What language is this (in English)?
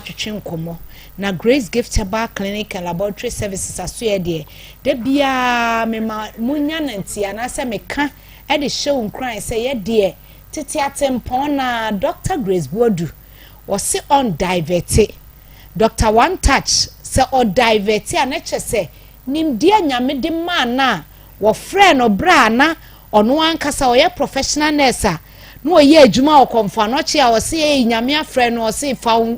Akan